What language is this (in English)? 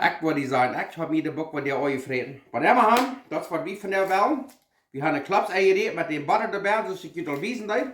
Plautdietsch